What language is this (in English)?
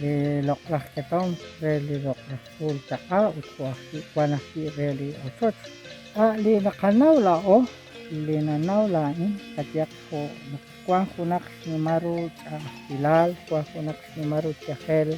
Kekchí